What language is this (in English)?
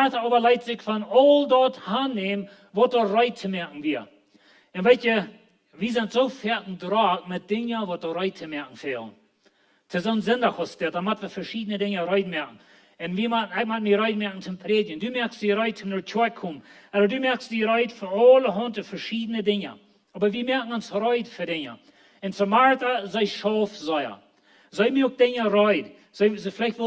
Plautdietsch